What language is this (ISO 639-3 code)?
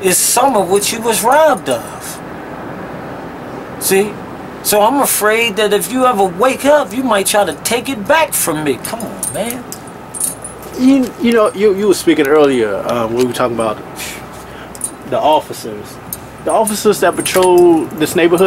eng